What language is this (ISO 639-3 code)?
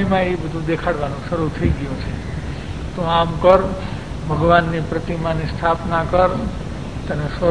guj